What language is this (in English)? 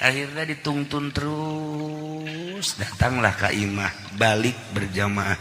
Sundanese